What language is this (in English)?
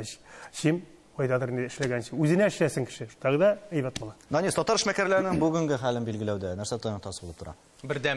Tatar